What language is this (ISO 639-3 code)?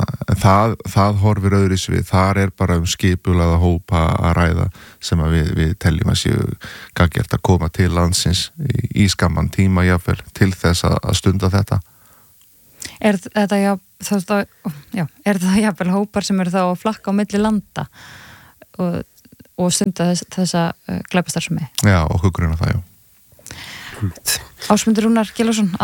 isl